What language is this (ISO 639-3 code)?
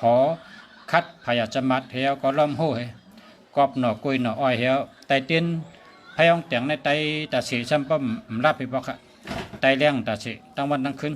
shn